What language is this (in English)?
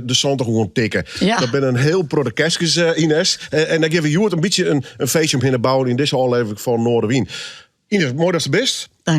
Western Frisian